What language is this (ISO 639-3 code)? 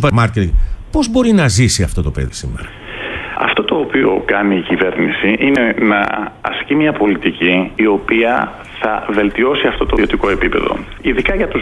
ell